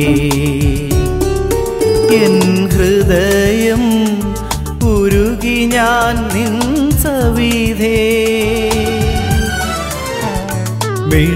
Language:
Malayalam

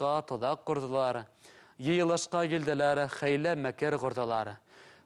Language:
Bashkir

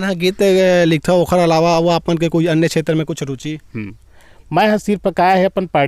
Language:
Chhattisgarhi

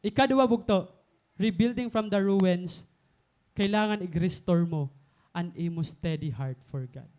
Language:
Waray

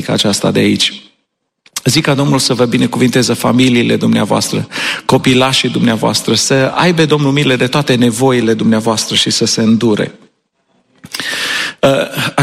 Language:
Romanian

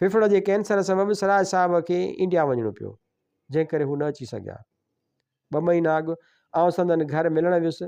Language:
Sindhi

